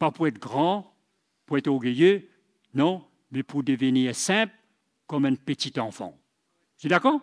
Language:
Morisyen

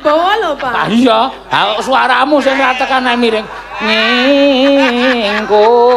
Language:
Javanese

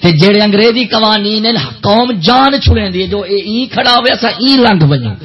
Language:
Saraiki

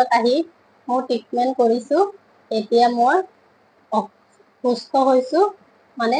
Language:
Assamese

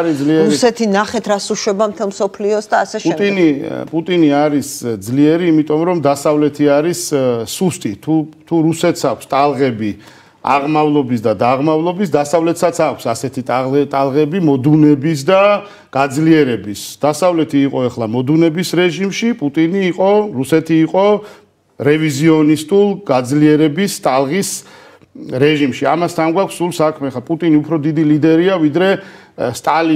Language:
Georgian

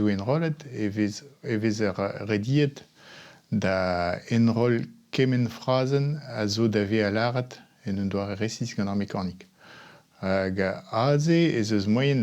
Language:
Breton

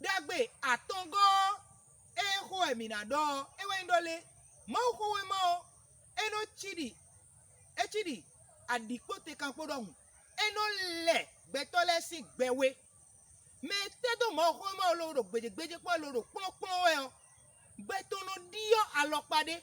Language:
Fon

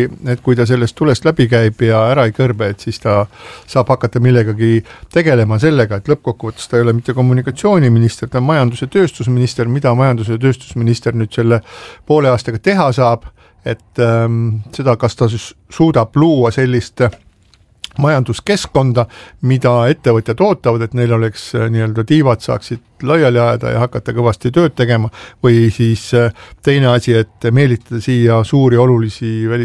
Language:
Estonian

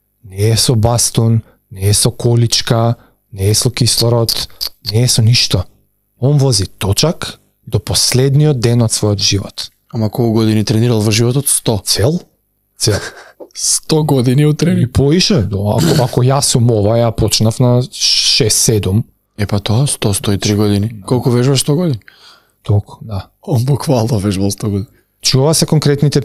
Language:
Macedonian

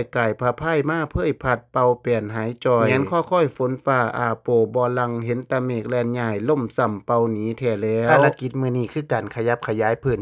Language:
Northeastern Thai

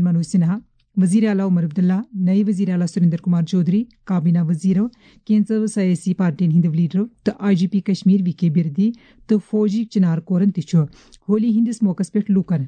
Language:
Kashmiri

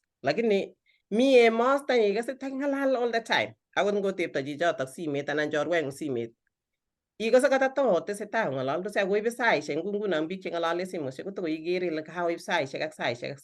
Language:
Kalenjin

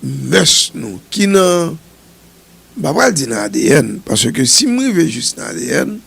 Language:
Haitian Creole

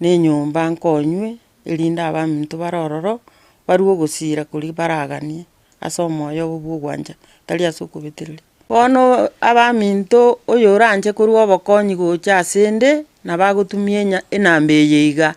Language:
Gusii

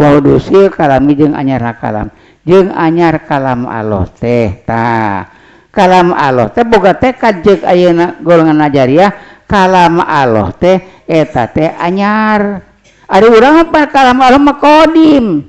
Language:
Sundanese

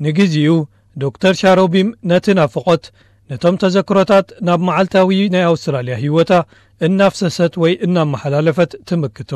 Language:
Tigrinya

